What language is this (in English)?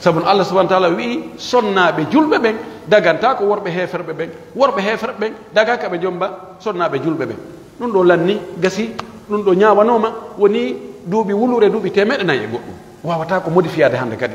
Pular